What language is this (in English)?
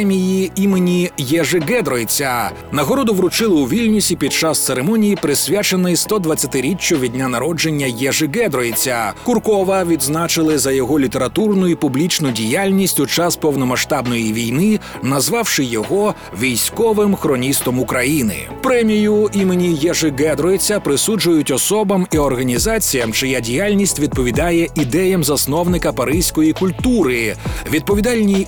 Ukrainian